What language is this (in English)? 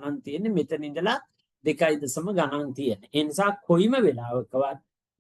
Sinhala